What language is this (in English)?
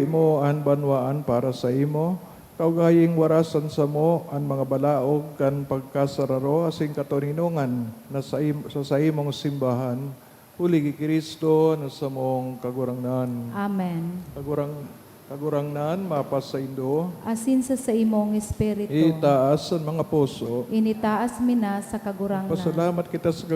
Bikol